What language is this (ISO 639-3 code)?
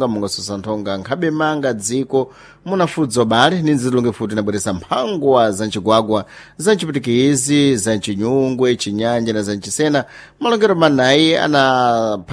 seh